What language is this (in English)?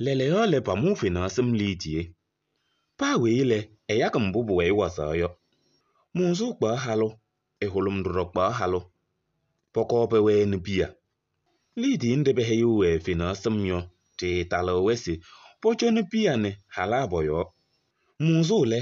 Kabiyè